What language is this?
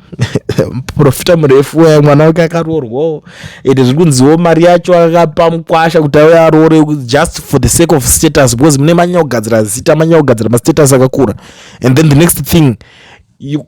Shona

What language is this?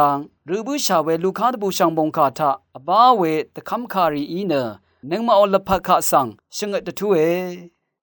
Rawang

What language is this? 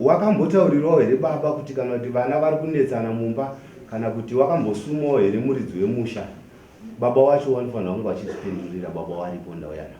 Shona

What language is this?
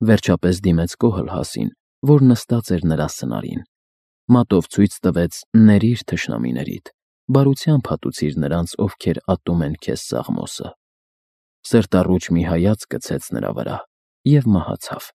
Armenian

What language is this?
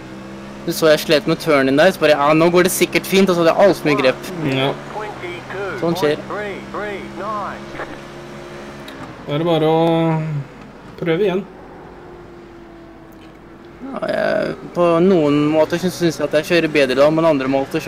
Norwegian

